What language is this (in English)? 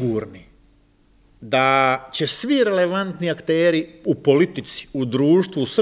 Serbian